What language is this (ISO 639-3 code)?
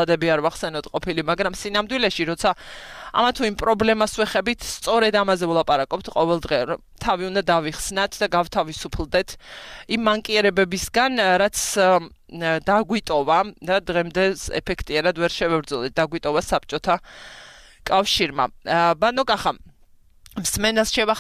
kat